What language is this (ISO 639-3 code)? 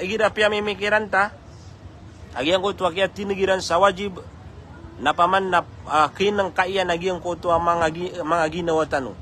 mrw